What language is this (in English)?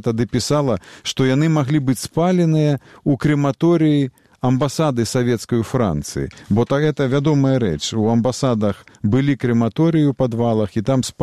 Belarusian